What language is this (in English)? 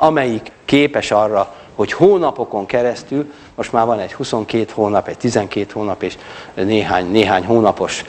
Hungarian